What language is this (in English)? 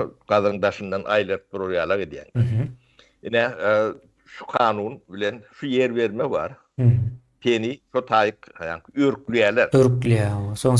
Turkmen